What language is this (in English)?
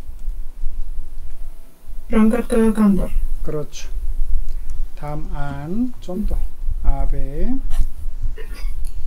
Korean